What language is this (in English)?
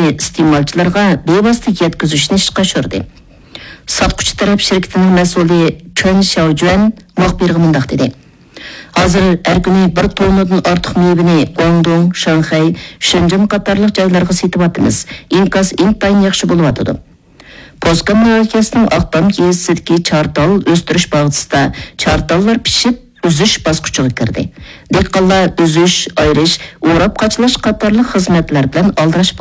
Uyghur